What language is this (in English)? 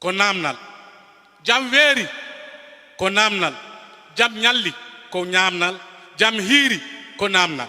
Fula